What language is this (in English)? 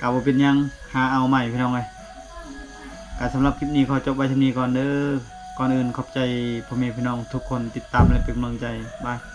Lao